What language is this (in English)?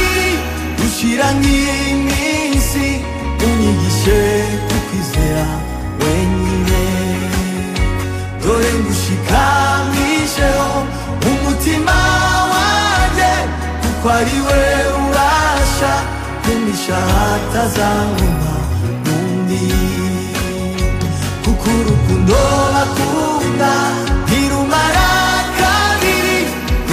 Kinyarwanda